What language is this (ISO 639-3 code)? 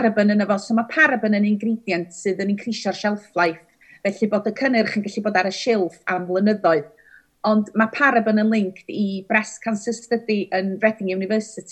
cym